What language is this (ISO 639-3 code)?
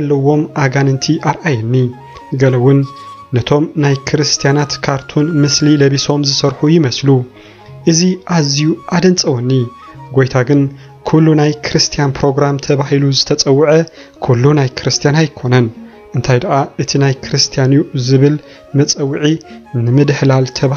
tir